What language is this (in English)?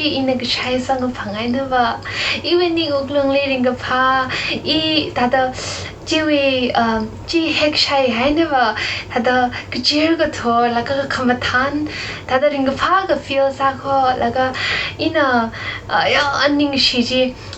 Tangkhul Naga (India)